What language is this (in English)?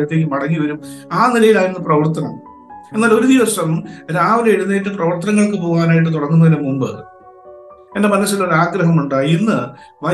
Malayalam